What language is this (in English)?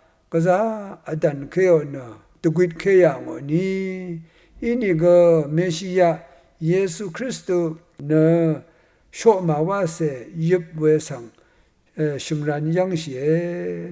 Rawang